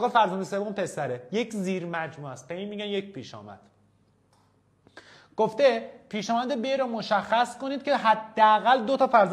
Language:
Persian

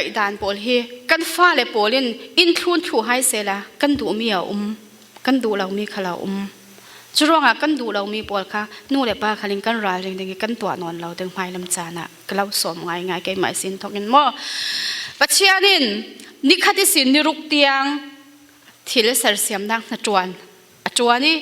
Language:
Falam Chin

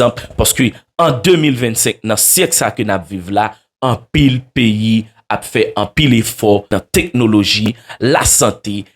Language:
Haitian Creole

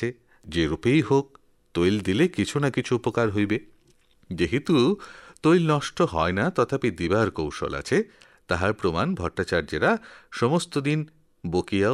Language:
Bangla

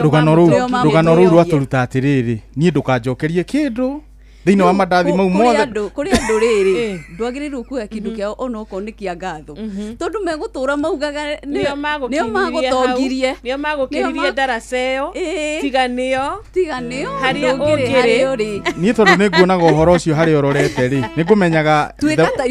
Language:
Kikuyu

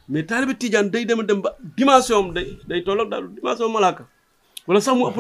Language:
Wolof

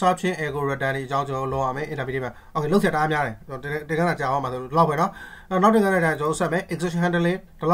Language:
Burmese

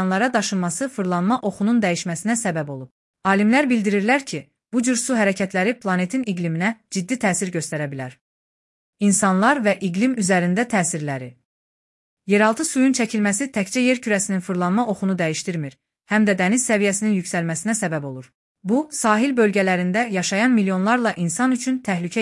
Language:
Azerbaijani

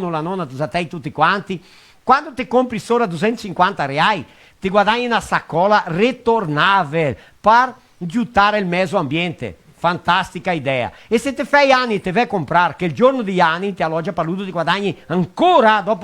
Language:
Venetian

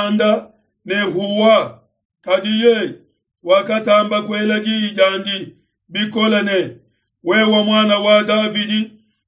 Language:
Luba-Lulua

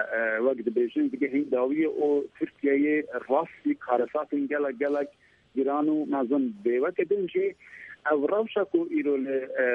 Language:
Central Kurdish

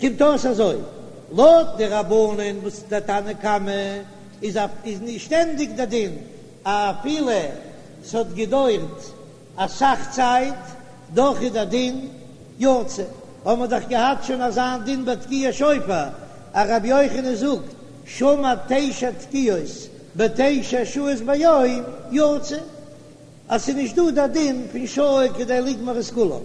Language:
Yiddish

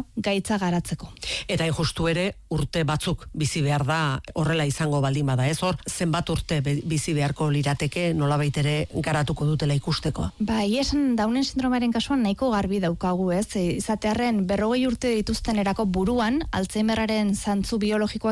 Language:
Basque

